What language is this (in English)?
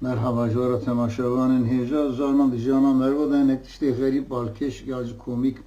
Kurdish